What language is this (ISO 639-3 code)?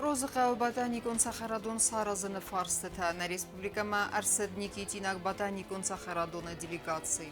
oss